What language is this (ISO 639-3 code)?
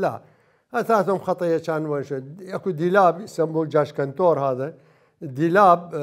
acm